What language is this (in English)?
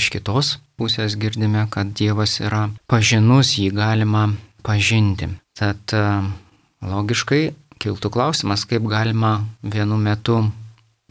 Lithuanian